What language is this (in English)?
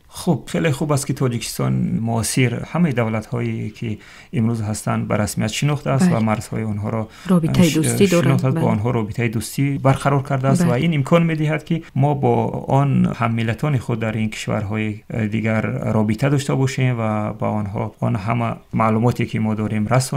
Tajik